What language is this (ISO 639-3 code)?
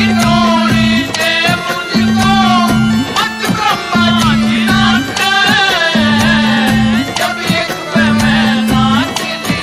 bgc